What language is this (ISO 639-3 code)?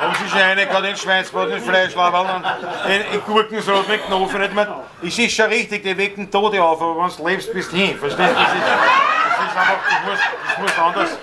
bar